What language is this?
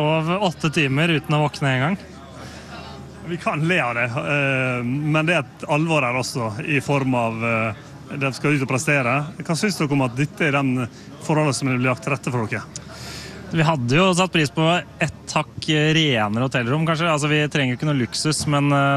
Norwegian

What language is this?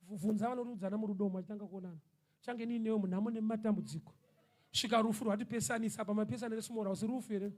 Shona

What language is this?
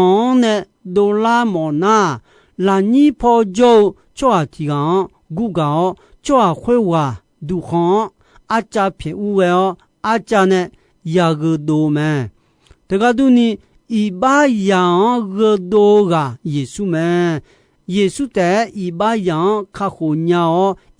Akha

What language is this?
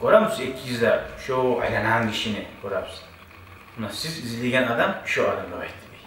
Kumyk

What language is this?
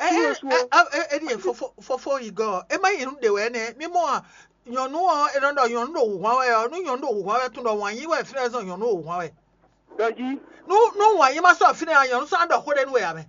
Fon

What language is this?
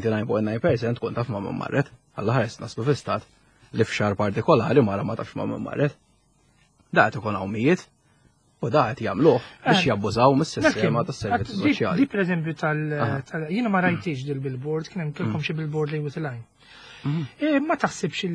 Maltese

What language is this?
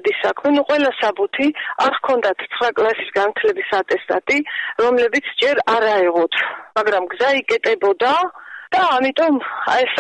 Georgian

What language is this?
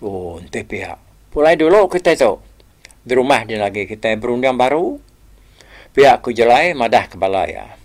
Iban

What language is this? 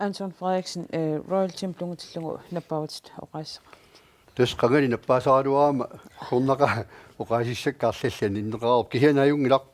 Kalaallisut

